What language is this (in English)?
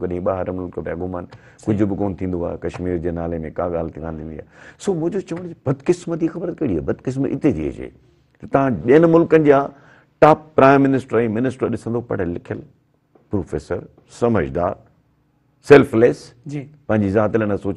Sindhi